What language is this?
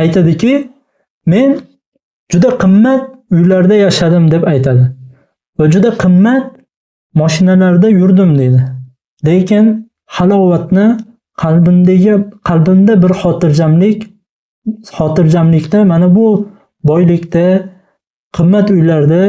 Uzbek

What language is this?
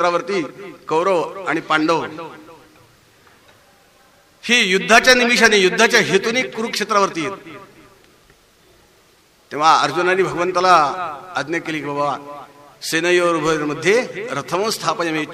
Marathi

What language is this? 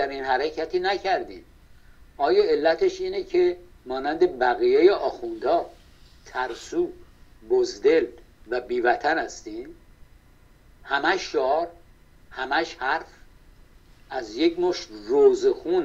Persian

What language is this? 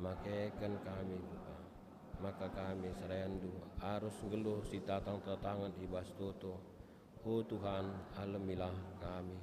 Batak Karo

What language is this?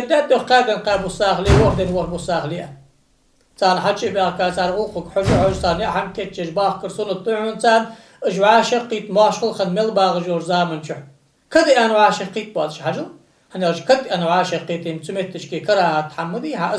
Ingush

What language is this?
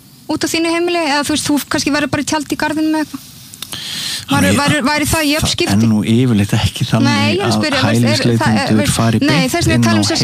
Icelandic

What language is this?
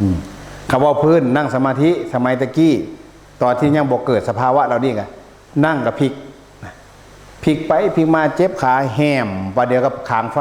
Northeastern Thai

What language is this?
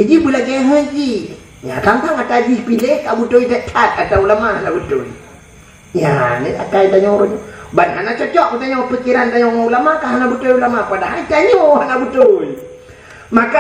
Achinese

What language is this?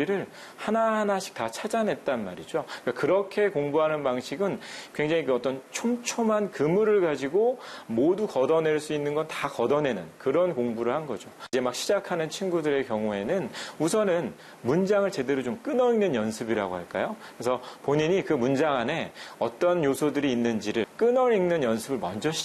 Korean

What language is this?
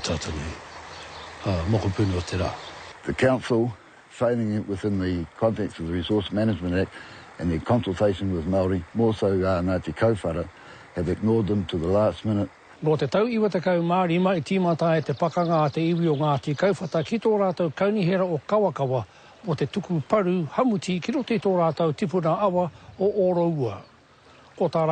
Māori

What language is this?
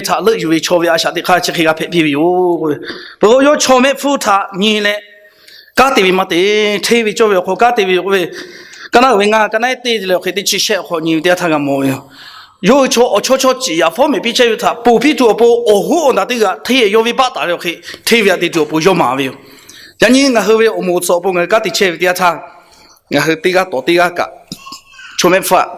Lahu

